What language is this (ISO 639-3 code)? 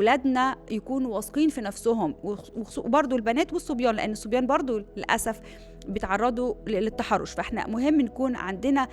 arz